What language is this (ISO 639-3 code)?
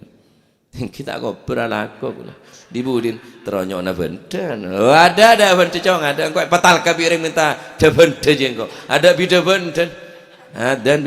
mad